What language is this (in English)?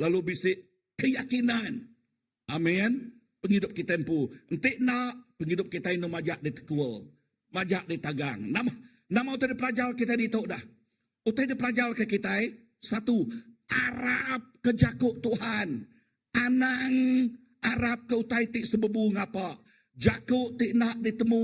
Iban